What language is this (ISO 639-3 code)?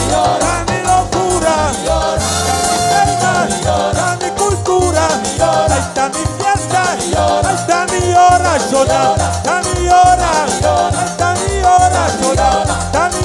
pap